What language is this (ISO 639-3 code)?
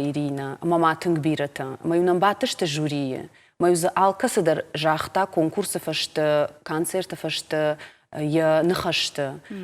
oss